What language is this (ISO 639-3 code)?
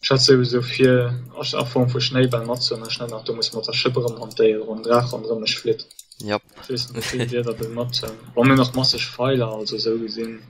ltz